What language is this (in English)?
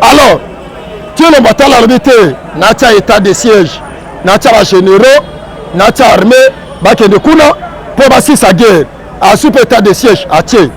Lingala